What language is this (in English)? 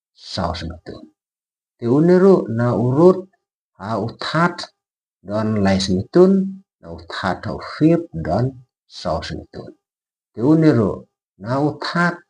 Khasi